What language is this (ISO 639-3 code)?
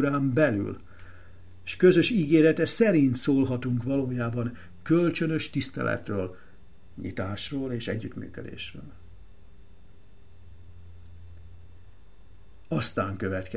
hun